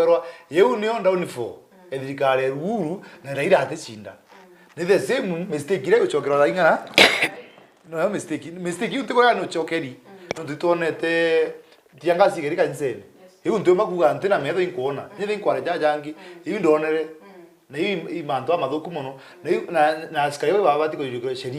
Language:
Meru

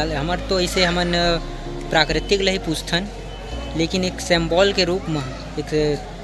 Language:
Chhattisgarhi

